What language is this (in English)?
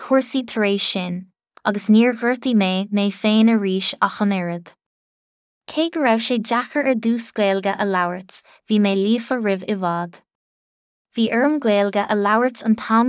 Irish